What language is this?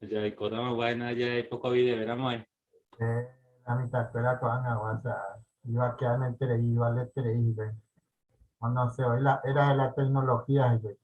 Guarani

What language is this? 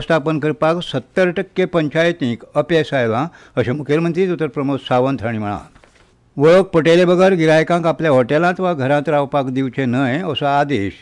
Konkani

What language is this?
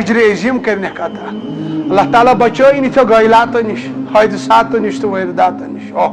Kashmiri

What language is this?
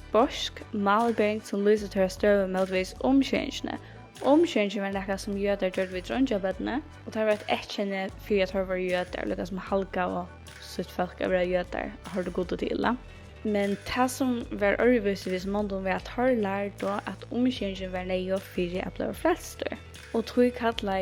Faroese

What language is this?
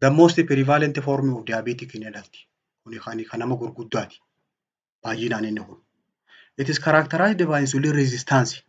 Oromo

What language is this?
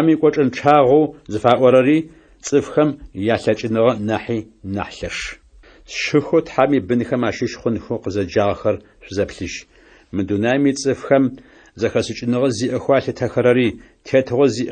Adyghe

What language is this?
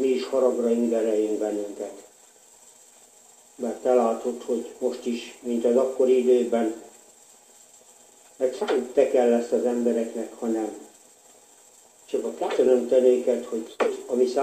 Hungarian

